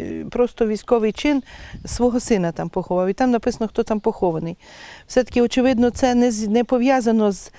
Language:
Ukrainian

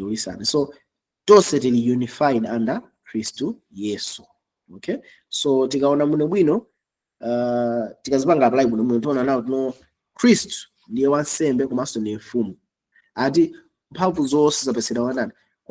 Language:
Nyanja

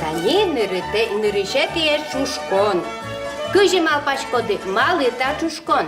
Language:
Udmurt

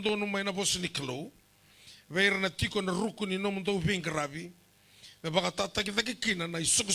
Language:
Fijian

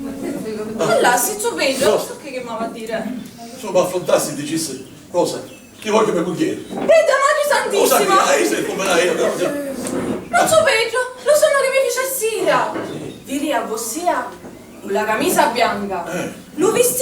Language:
Sicilian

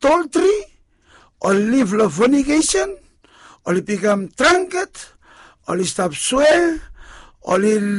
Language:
Bislama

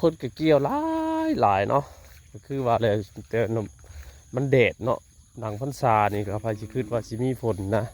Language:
Northeastern Thai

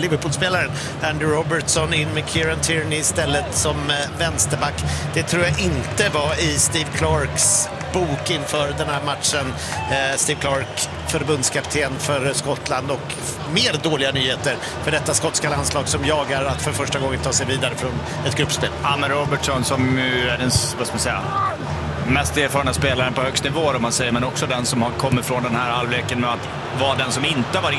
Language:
Swedish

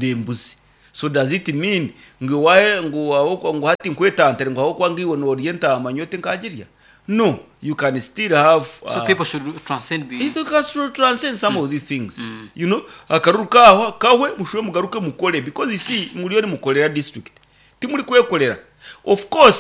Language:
Nyoro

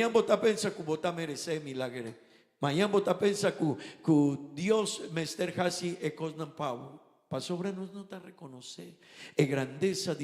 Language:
Papiamento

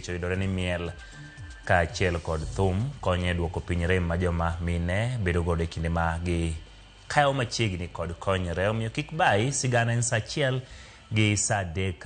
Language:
Luo (Kenya and Tanzania)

